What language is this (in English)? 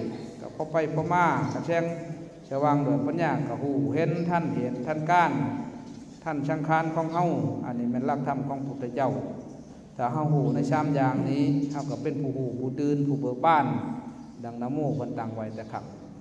Lao